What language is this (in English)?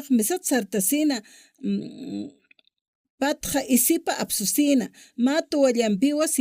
Aymara